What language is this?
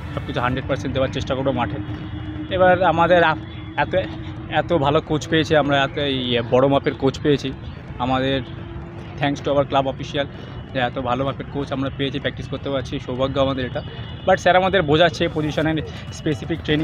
Bangla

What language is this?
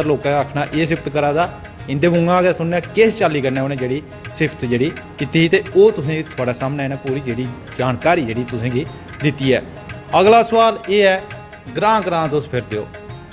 Dogri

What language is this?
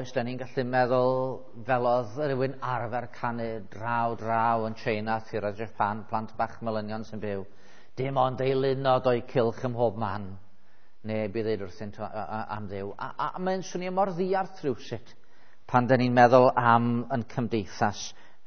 Welsh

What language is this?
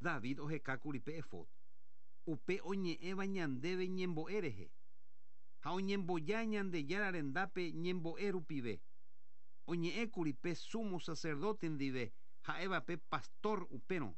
Guarani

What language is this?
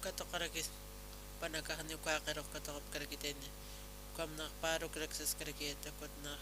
Aymara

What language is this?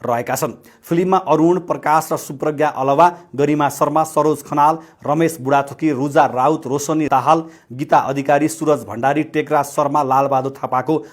Nepali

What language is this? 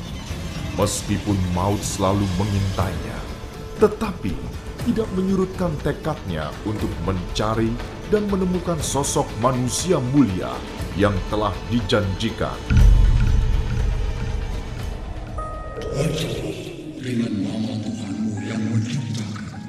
Indonesian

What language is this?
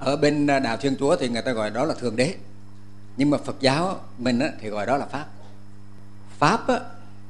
Vietnamese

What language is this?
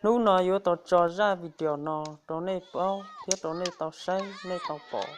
Hmong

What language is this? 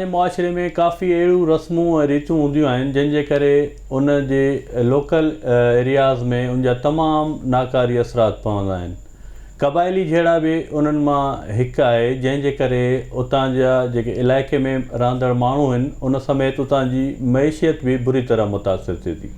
Sindhi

